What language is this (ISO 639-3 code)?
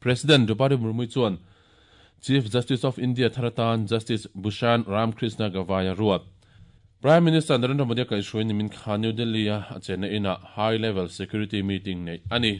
lus